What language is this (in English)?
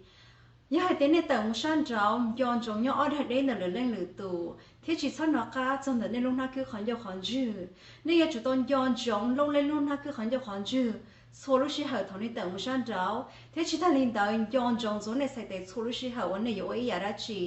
Hmong